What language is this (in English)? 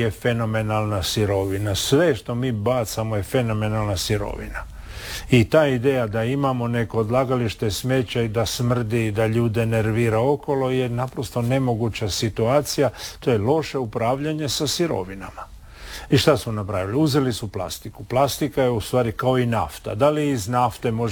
Croatian